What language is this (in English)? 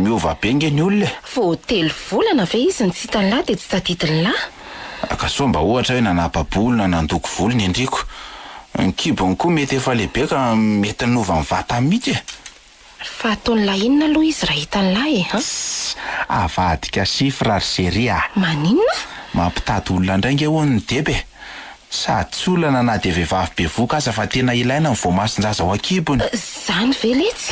Malagasy